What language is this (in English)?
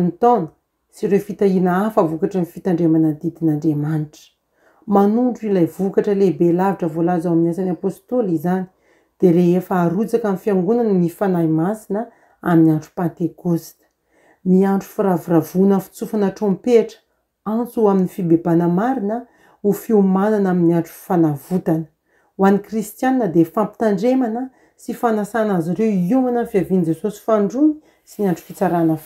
Malagasy